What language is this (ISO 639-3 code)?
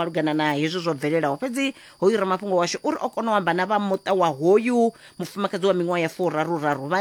ven